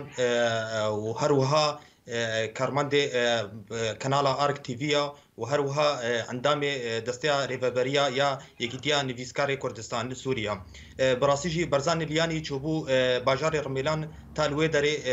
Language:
Kurdish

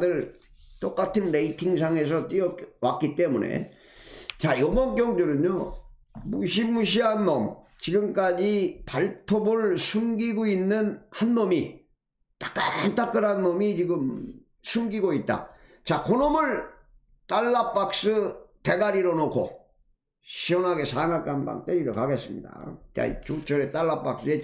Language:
Korean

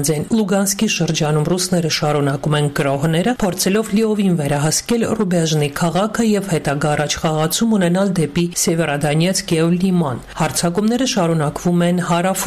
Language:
Armenian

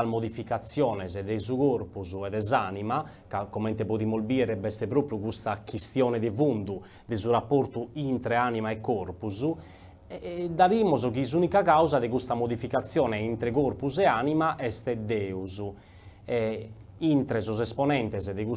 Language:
Sardinian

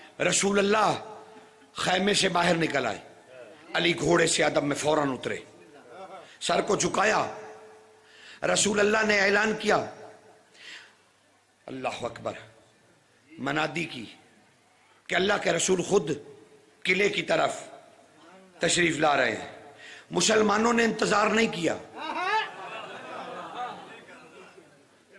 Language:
Urdu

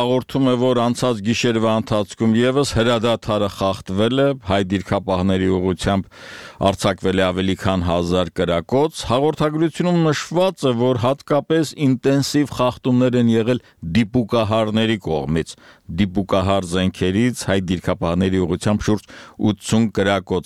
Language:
Armenian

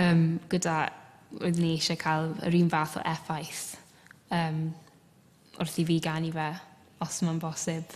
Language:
Welsh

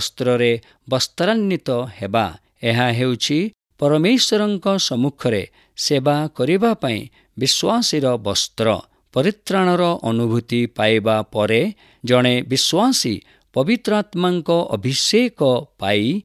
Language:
Odia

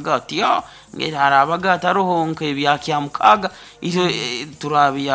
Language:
Nyoro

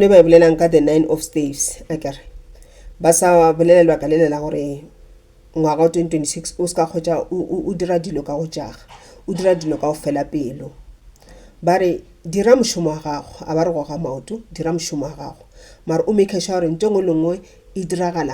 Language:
Northern Sotho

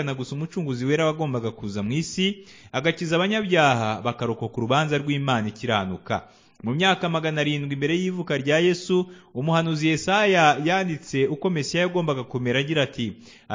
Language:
Kinyarwanda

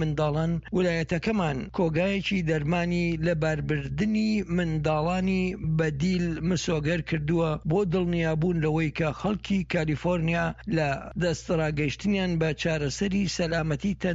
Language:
Central Kurdish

